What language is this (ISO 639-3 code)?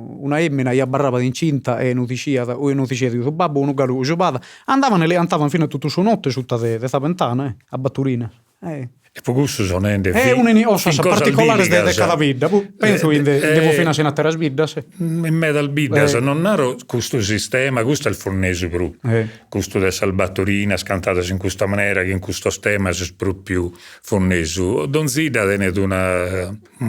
srd